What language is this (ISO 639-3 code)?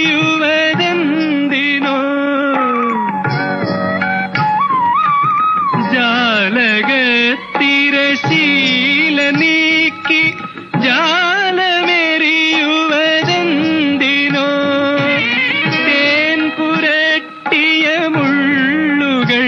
mal